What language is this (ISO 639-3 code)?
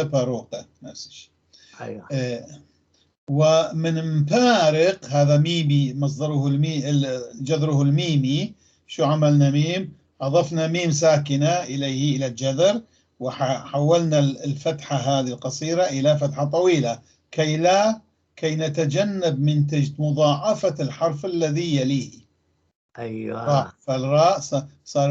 apc